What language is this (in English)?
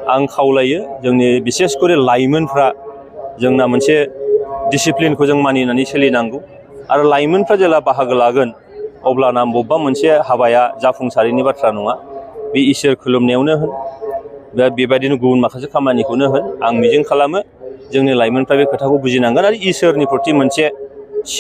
Bodo